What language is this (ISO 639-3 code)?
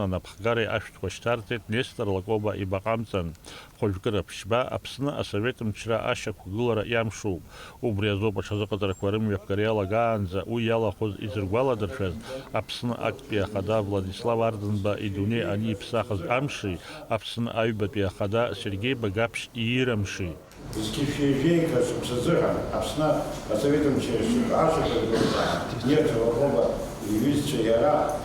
abk